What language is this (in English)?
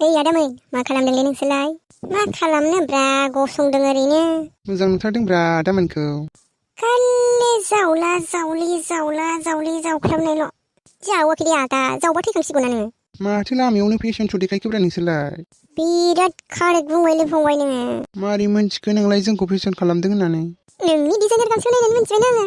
Bodo